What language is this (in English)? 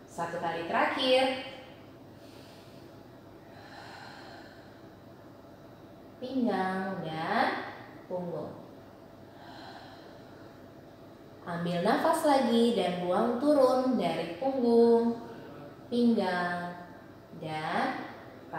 Indonesian